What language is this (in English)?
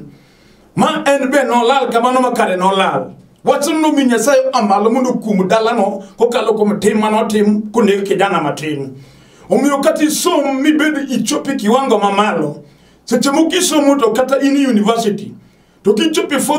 Luo (Kenya and Tanzania)